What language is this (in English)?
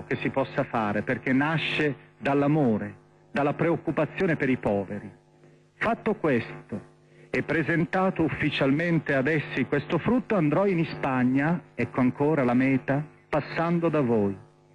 Italian